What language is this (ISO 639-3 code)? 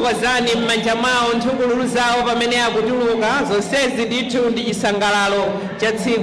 nya